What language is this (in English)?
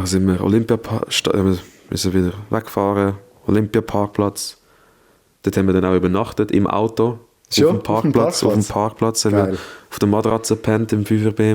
Swiss German